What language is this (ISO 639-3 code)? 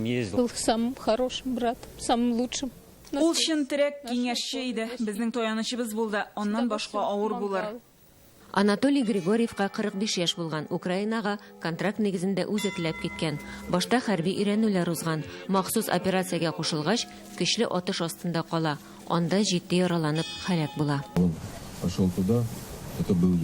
tat